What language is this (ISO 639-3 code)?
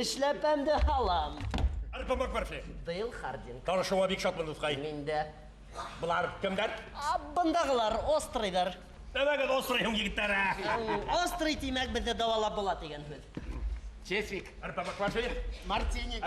bak